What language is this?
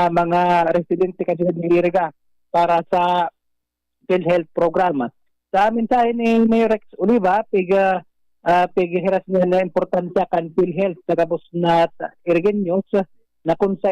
Bikol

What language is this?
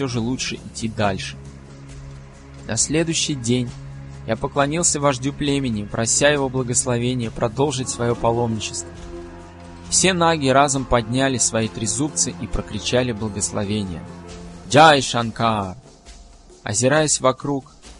Russian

